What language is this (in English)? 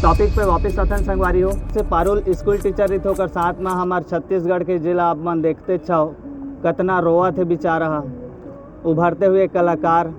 Chhattisgarhi